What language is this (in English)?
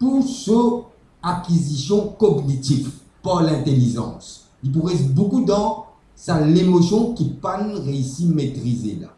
Morisyen